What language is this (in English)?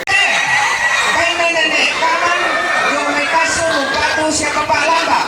Toraja-Sa'dan